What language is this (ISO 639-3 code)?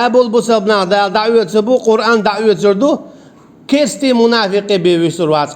che